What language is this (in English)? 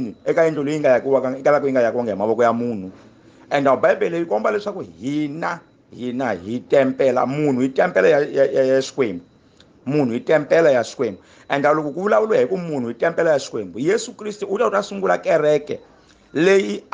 Tsonga